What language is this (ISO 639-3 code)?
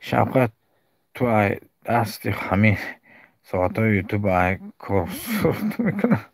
tgk